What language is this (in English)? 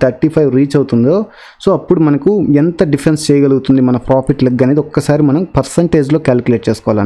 Telugu